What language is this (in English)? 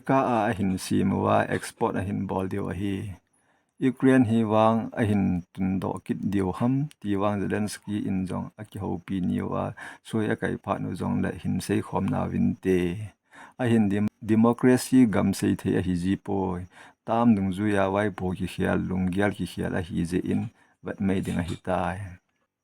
Thado Chin